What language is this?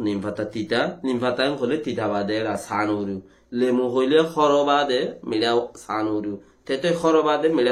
Rohingya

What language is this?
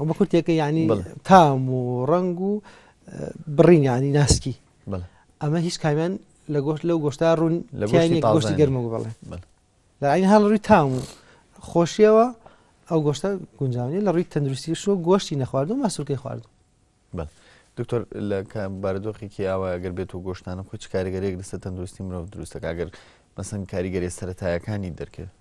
Central Kurdish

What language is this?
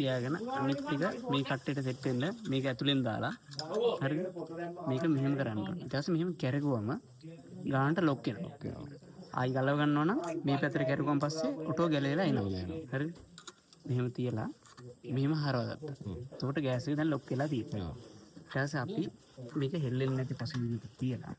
Sinhala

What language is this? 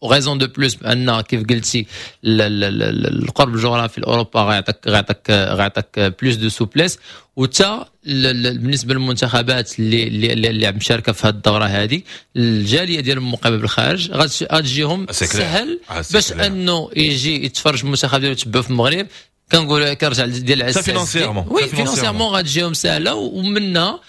Moroccan Arabic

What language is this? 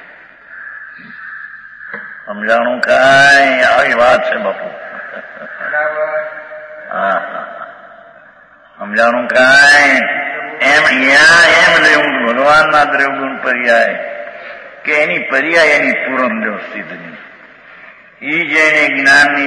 Gujarati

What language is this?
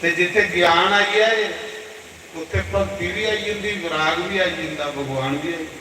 Dogri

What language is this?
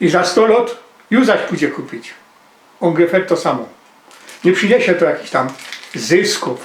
Silesian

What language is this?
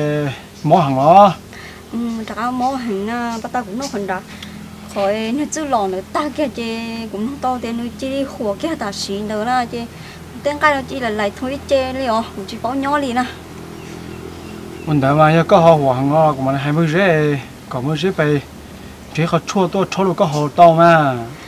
Vietnamese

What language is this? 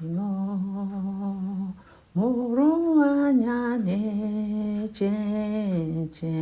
Igbo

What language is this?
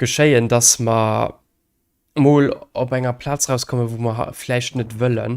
Luxembourgish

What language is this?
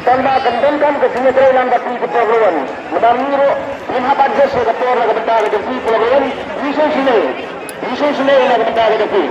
Khasi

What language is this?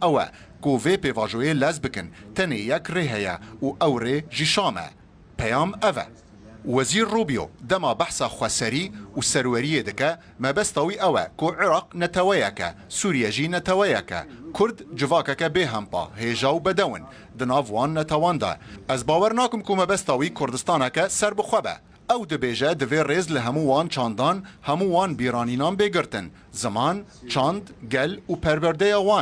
Kurdish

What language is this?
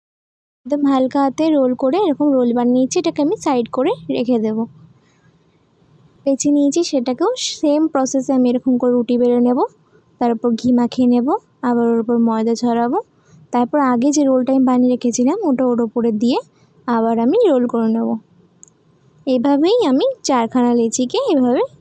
Bangla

